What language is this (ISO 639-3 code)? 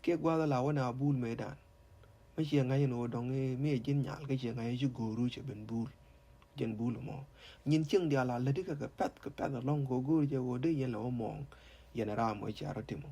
nus